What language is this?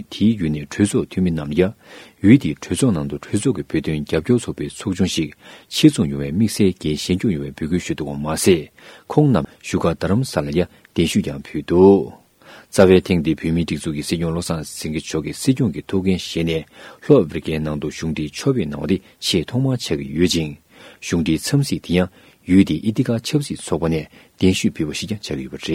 Tibetan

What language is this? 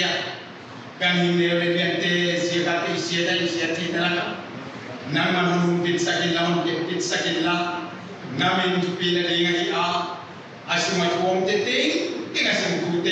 Paite Chin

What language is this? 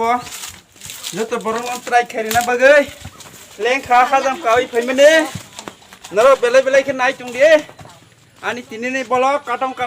Kok Borok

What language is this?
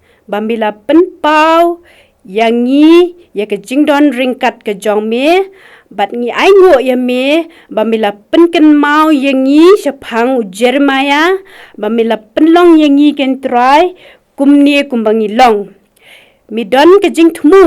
Khasi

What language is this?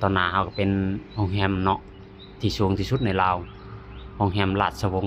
Lao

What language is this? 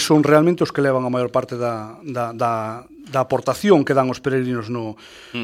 Galician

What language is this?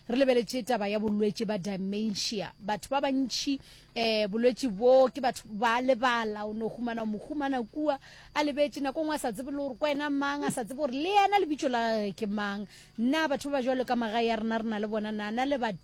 Northern Sotho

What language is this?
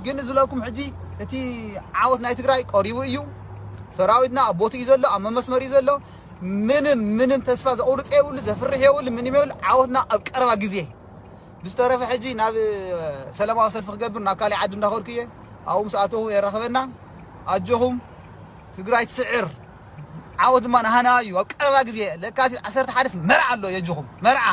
Tigrinya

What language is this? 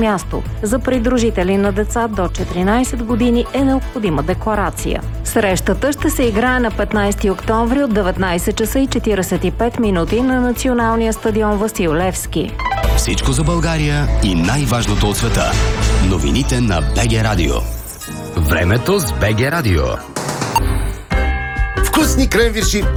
Bulgarian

